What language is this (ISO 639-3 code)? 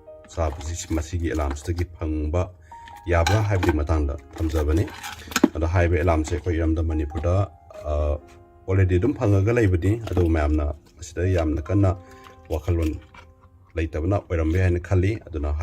mni